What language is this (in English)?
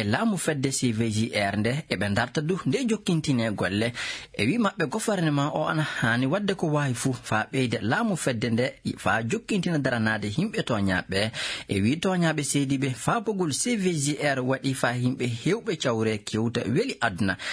Fula